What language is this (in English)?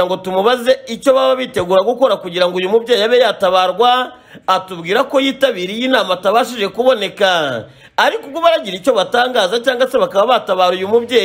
Kinyarwanda